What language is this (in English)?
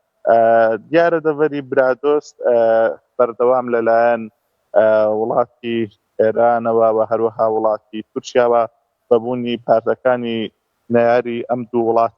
Central Kurdish